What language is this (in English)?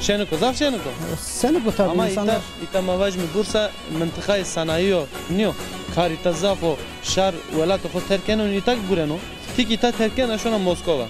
Zaza